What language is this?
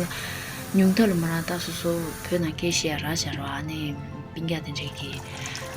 Tibetan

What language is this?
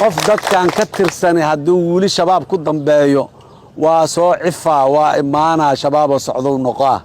Somali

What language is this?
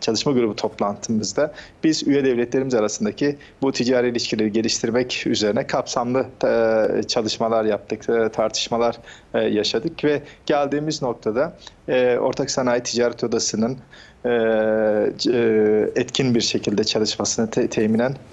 Turkish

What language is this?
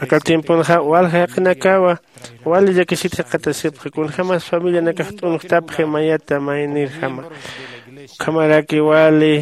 Aymara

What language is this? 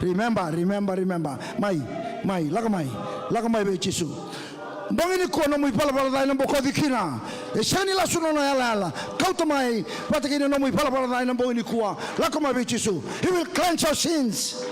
Fijian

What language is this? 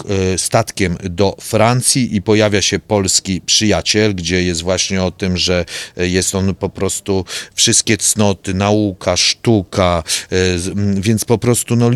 Polish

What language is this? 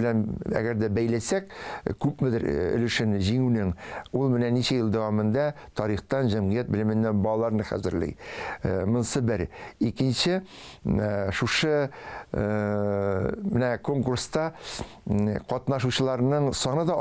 Tatar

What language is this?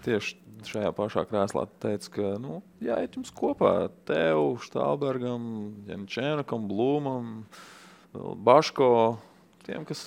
Latvian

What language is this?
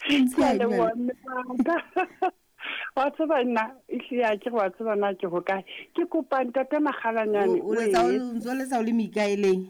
Southern Sotho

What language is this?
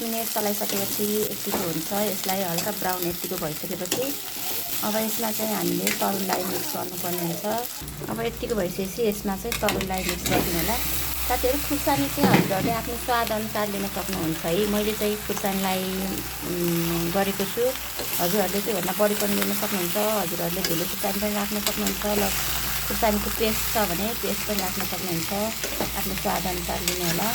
Nepali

